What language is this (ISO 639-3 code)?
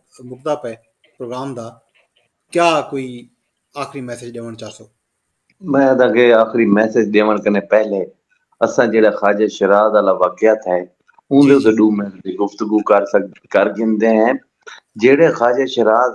skr